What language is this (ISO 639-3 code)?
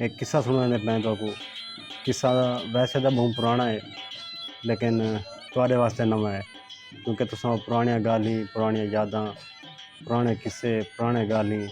skr